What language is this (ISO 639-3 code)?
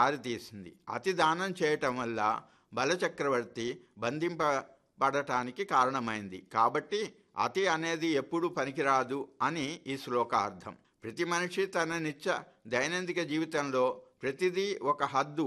tel